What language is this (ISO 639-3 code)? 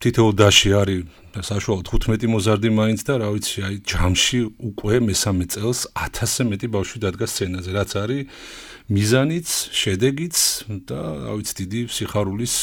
kat